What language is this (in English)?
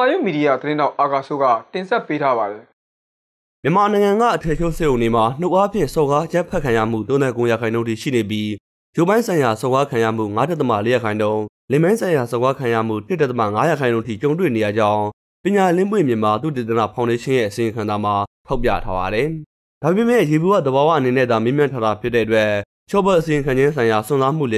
Burmese